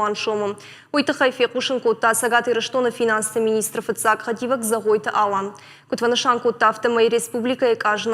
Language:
Ossetic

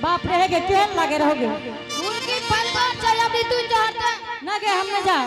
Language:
Angika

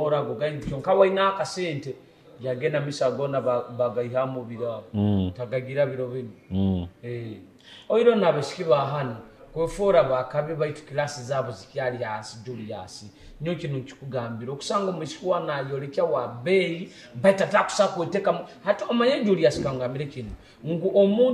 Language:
Nyoro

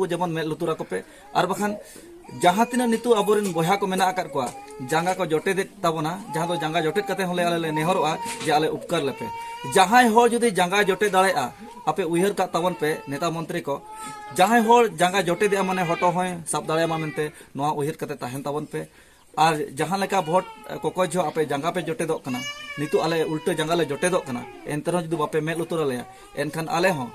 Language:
Santali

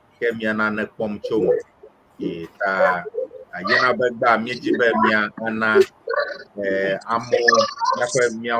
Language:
Ewe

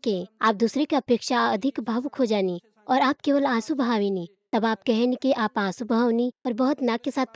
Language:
Bhojpuri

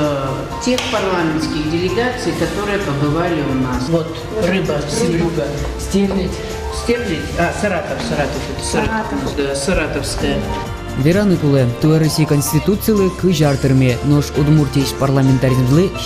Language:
Udmurt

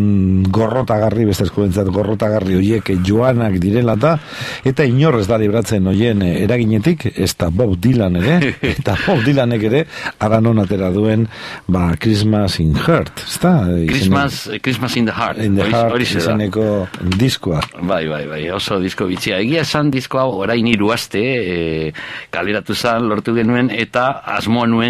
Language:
Basque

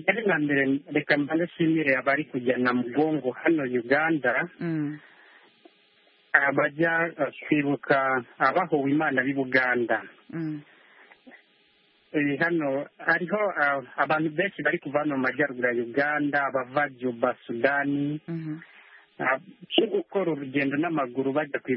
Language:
Kinyarwanda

